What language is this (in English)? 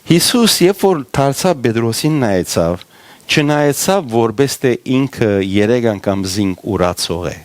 Western Armenian